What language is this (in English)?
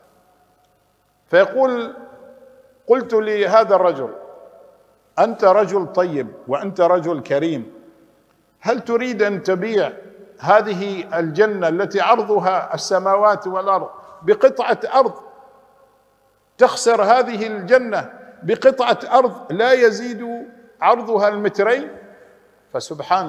Arabic